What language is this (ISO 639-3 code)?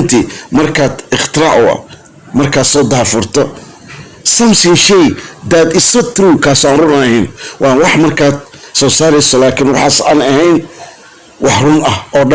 som